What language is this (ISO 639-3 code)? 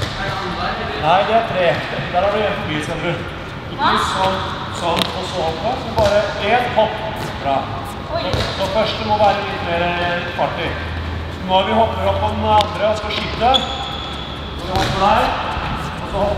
nor